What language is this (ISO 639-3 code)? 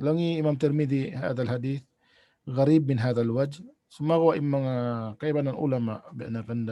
tsg